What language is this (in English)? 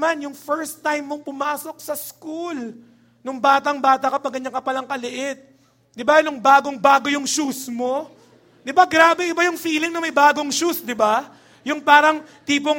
Filipino